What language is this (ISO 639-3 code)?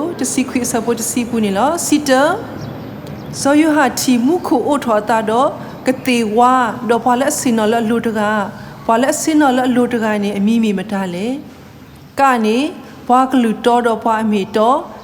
ksw